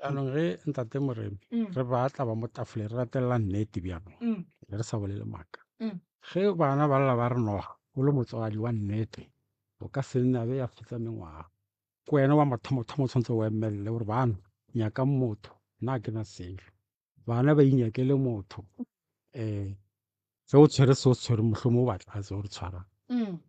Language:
Northern Sotho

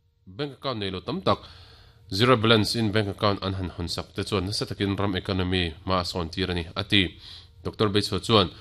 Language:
Mizo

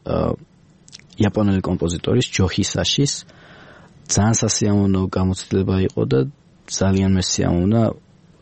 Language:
Georgian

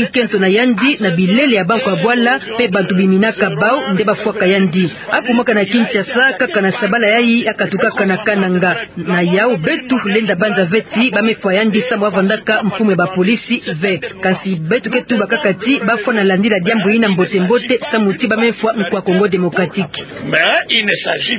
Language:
Kituba (Democratic Republic of Congo)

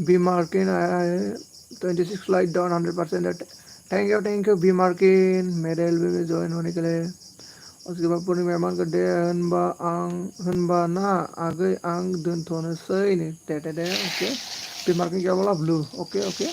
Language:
Bodo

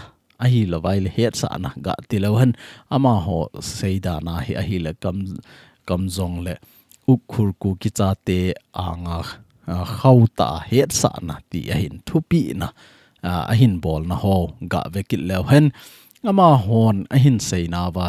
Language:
Thado Chin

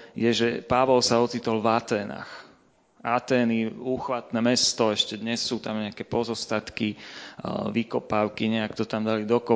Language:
Slovak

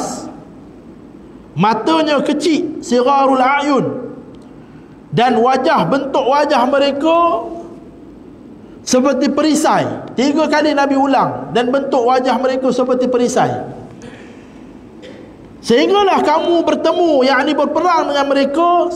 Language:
Malay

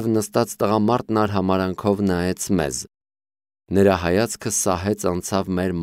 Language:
Armenian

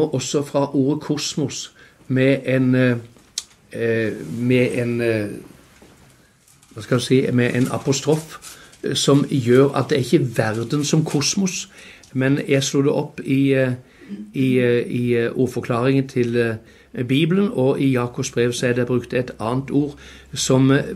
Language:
Norwegian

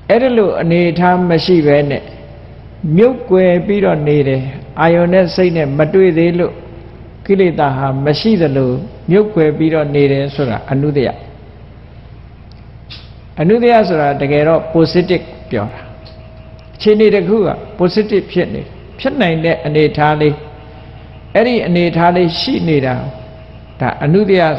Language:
Burmese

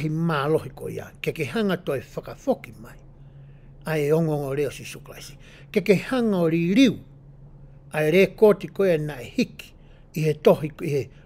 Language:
Tongan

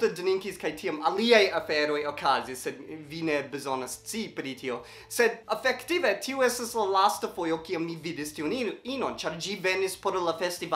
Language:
Esperanto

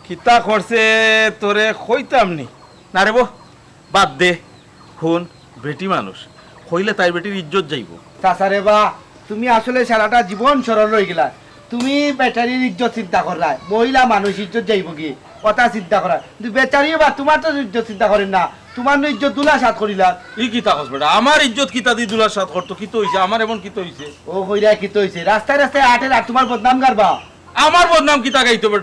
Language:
Sylheti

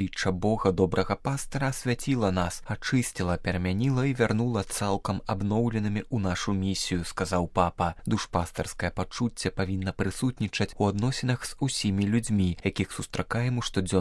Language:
Belarusian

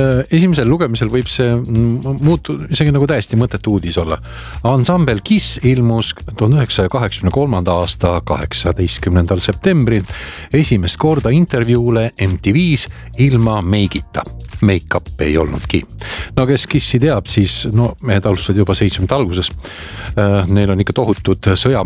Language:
Estonian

